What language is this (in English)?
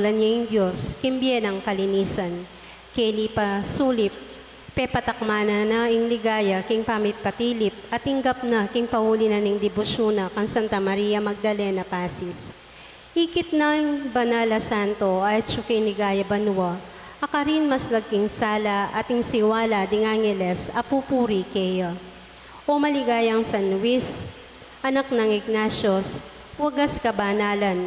Pampanga